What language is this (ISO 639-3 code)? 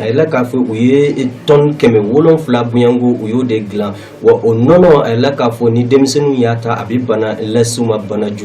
bam